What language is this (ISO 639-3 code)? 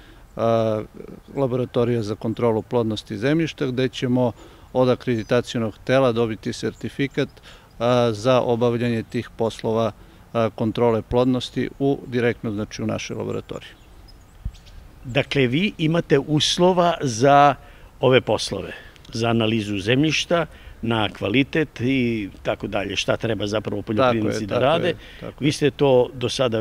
srp